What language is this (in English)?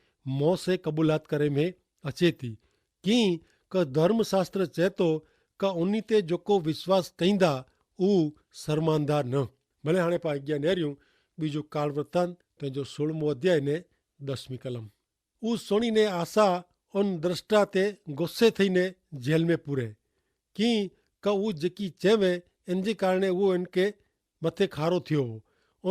Kachhi